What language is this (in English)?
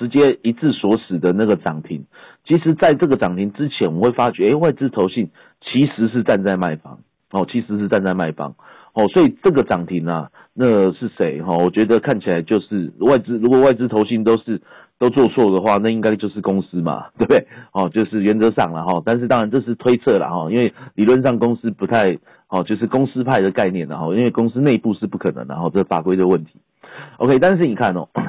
Chinese